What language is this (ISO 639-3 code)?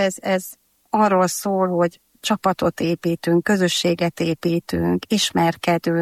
hun